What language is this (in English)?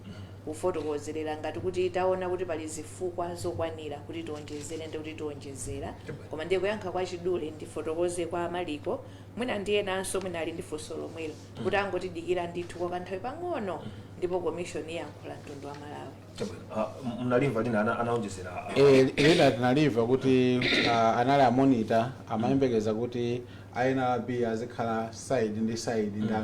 Nyanja